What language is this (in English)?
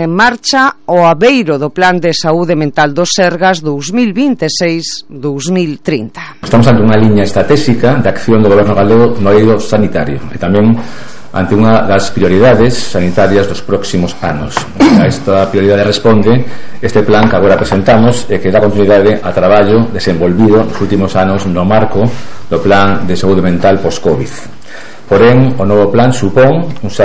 Galician